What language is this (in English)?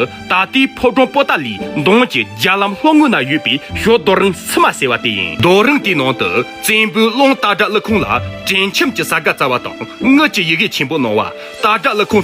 Tibetan